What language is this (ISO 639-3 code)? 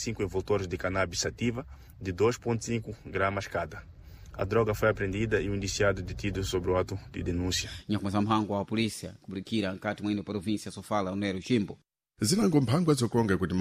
seh